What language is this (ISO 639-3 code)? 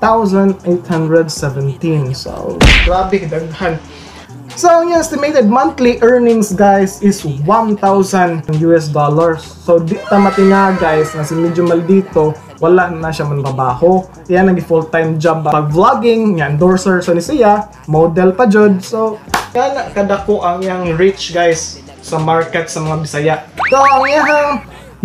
ceb